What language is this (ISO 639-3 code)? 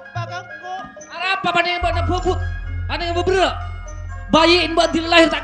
mad